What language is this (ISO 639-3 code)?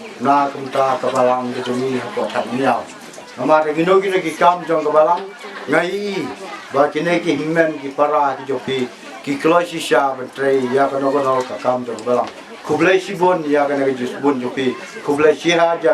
kha